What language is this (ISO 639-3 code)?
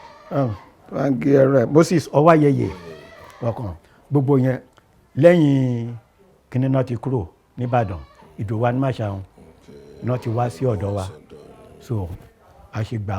yor